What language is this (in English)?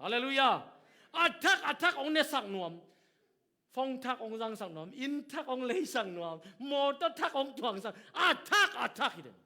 Tedim Chin